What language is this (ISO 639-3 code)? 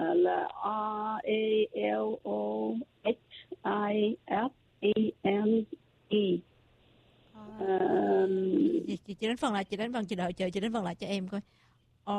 vie